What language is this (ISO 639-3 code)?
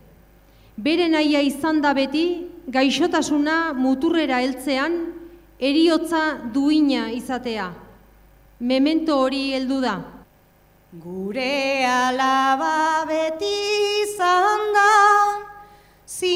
eus